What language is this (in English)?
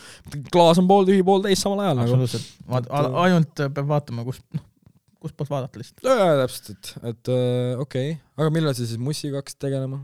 Estonian